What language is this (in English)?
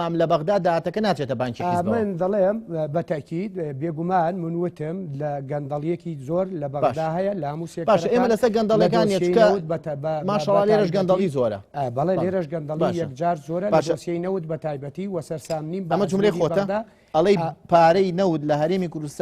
Central Kurdish